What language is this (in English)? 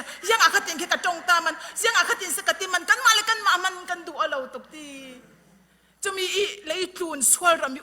Falam Chin